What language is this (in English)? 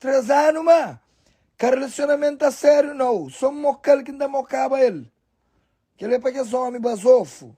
Kabuverdianu